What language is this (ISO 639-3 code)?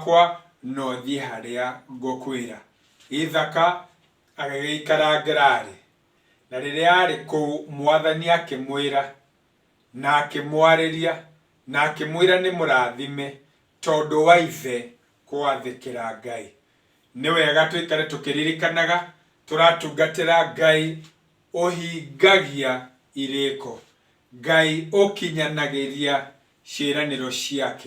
kik